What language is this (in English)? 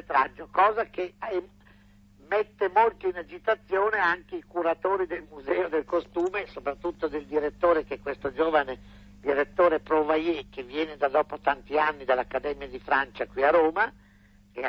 Italian